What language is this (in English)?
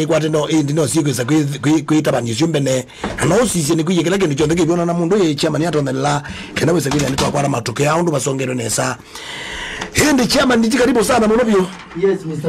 Kamba